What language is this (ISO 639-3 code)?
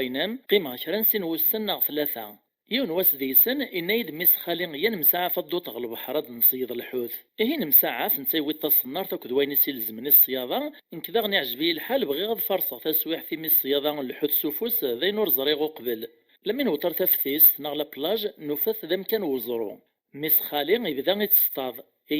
kab